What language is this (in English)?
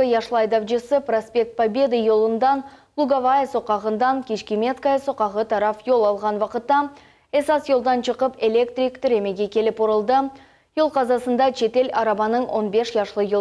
Crimean Tatar